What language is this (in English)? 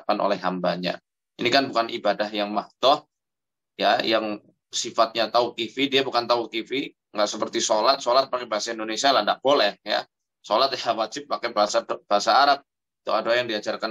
Indonesian